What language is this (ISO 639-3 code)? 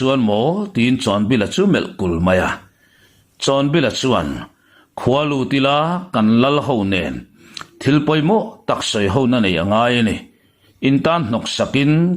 lus